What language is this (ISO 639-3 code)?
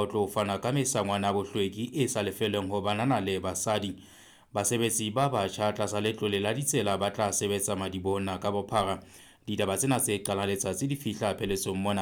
sot